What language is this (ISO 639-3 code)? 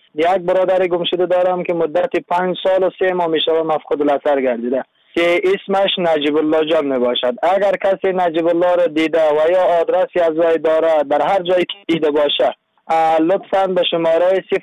fas